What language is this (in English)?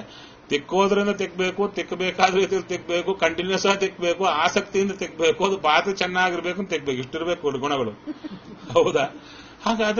Kannada